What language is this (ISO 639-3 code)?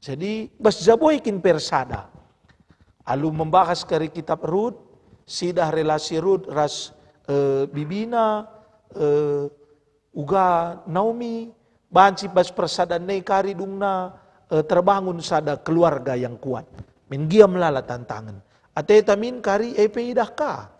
btx